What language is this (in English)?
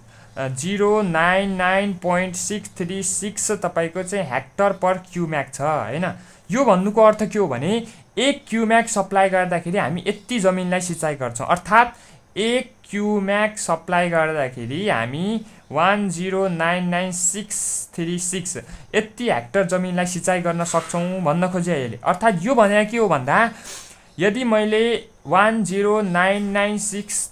Nepali